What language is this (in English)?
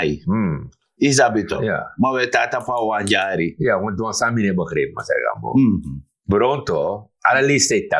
Sranan Tongo